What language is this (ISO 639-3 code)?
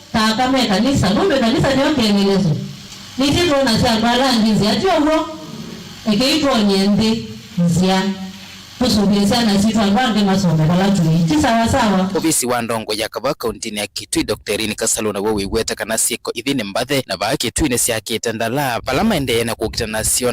kam